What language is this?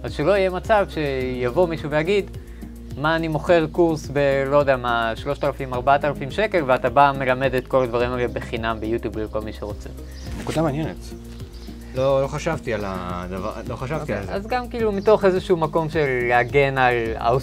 Hebrew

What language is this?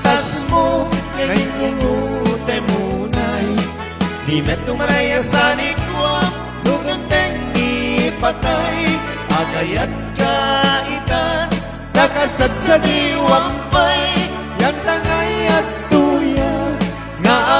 Iloko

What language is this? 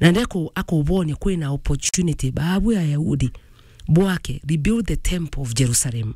Meru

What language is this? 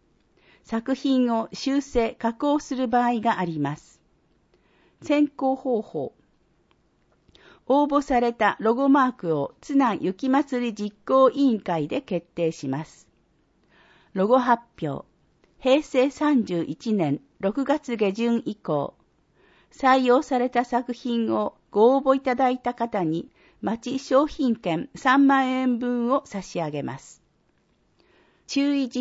Japanese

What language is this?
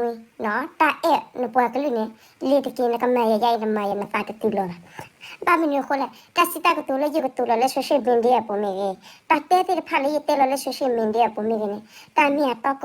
S'gaw Karen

